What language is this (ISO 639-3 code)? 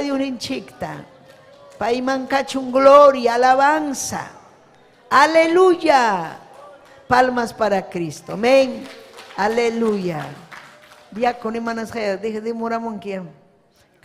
quy